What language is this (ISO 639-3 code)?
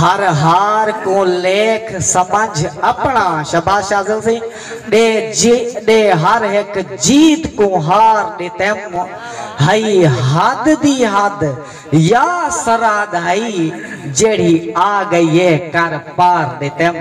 skr